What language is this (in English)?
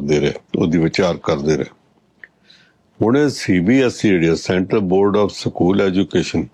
Punjabi